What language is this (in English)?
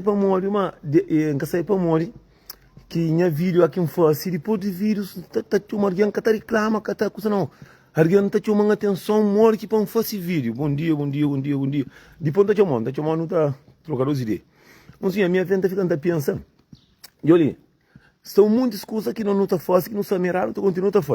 Kabuverdianu